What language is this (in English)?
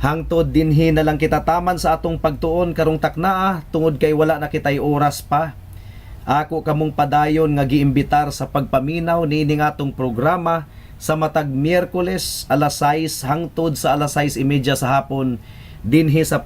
Cebuano